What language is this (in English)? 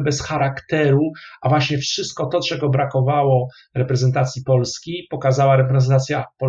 Polish